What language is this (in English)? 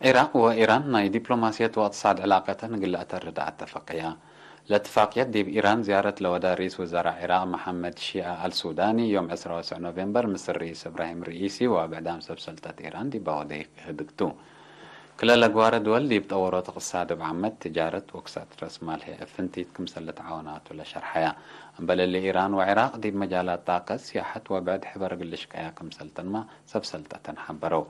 Tigre